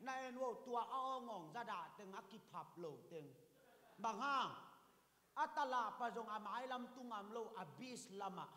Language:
Tedim Chin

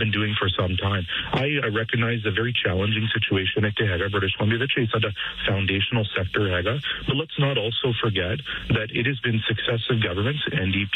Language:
Punjabi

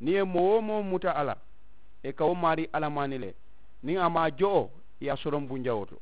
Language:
Mandingo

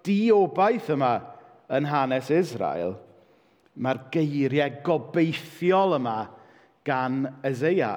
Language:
Welsh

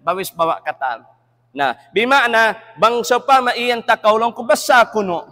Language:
Tausug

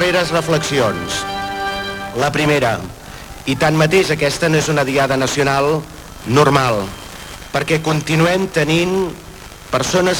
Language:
Catalan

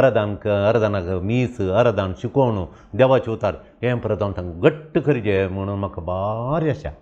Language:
Konkani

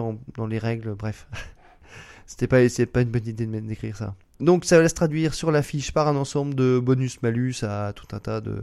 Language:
French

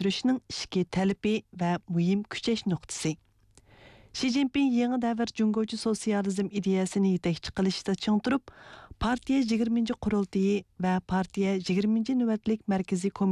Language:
Uyghur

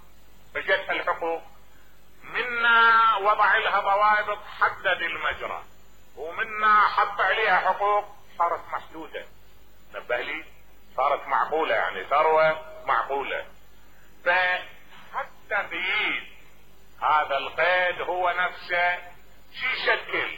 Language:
Mesopotamian Arabic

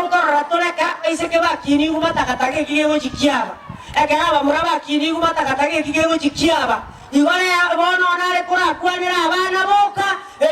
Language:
Gusii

